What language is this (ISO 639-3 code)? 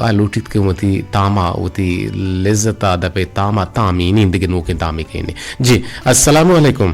bgp